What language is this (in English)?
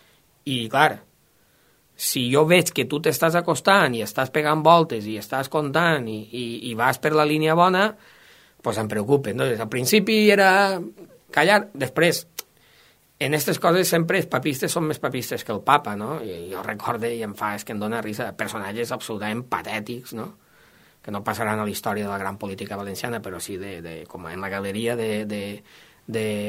Catalan